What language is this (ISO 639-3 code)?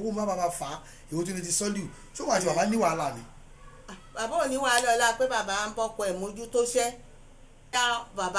yor